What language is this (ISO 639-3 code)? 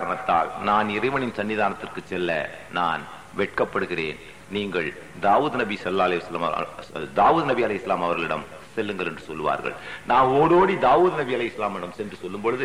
tam